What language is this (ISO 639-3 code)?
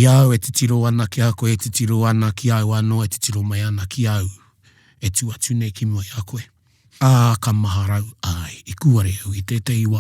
mri